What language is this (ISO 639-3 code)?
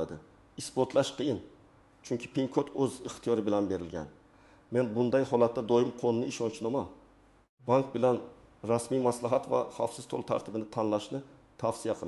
uzb